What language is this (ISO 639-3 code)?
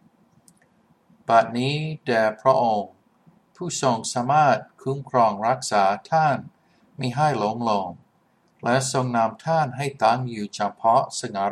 tha